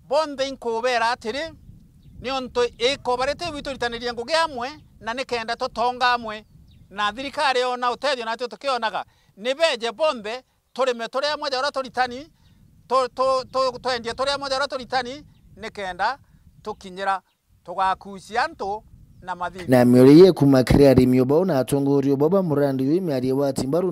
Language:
Meru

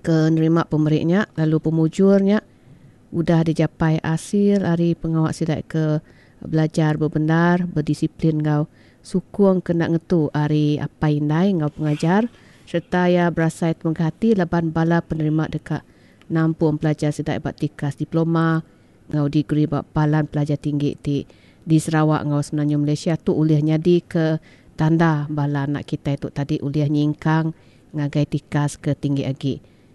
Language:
Iban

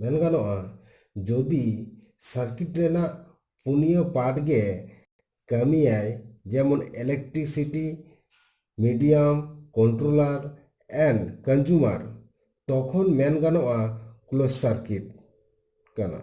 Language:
Santali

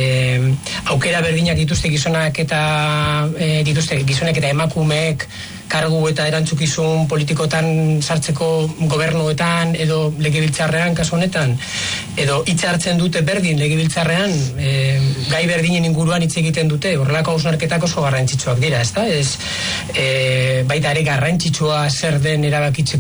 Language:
Basque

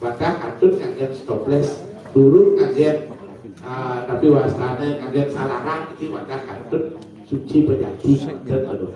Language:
Balinese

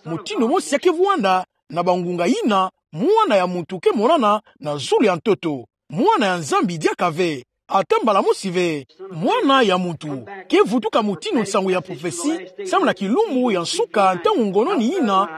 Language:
Kituba (Democratic Republic of Congo)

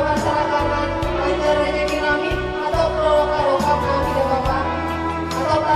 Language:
Batak Toba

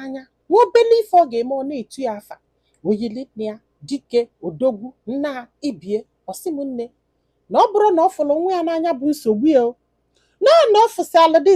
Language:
Igbo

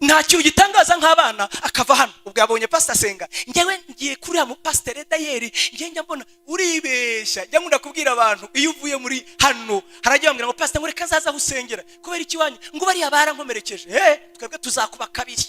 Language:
Kinyarwanda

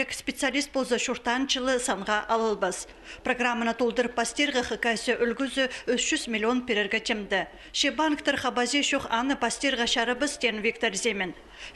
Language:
Khakas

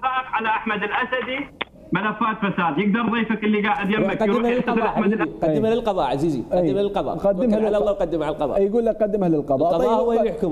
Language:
Mesopotamian Arabic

